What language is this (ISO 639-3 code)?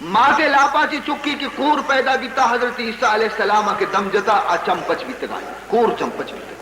bal